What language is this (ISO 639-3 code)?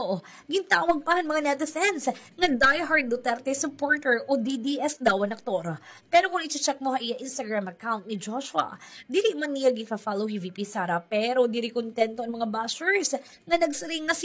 war